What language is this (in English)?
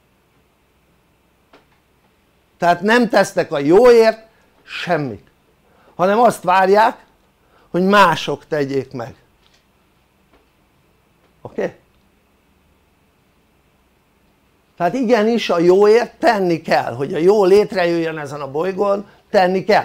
Hungarian